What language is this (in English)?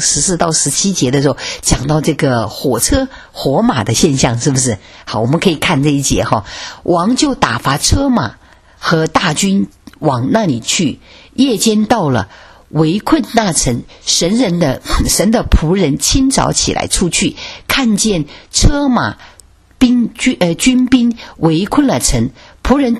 Chinese